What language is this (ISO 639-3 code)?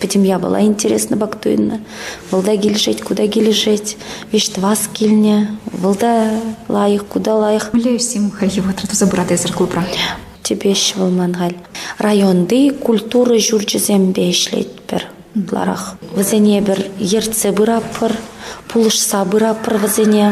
chv